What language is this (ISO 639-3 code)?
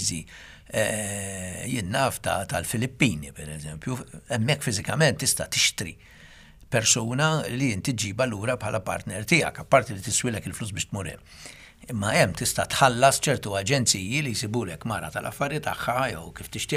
mlt